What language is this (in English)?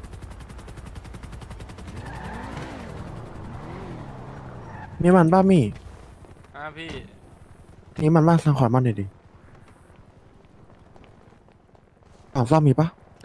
Thai